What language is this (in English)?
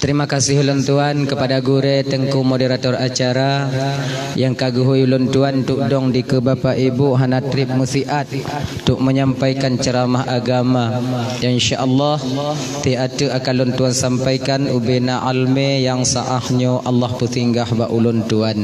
Achinese